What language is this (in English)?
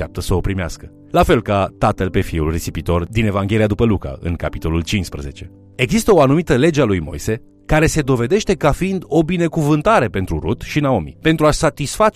Romanian